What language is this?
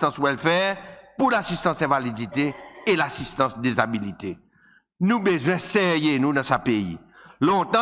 Seselwa Creole French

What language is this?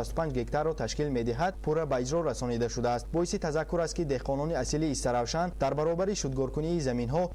Tajik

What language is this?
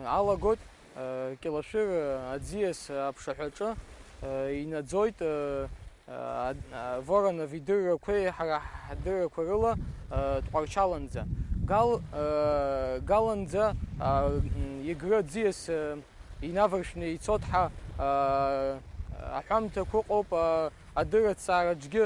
Abkhazian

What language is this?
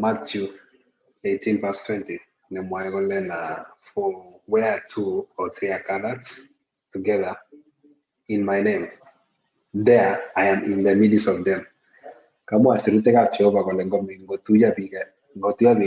Kalenjin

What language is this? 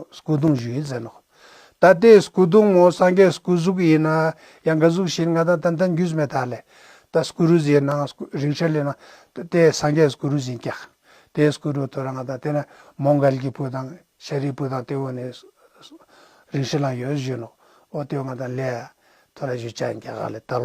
Ladakhi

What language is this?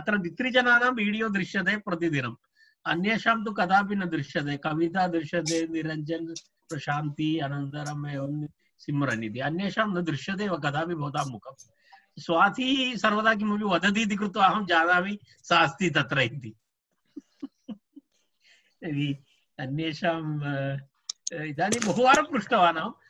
Sanskrit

